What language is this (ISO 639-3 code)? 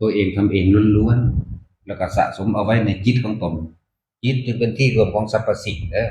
tts